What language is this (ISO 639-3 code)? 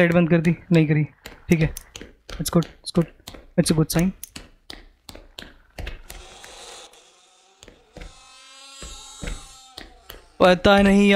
hin